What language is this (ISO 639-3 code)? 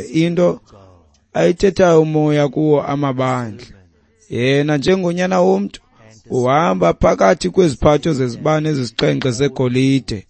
xho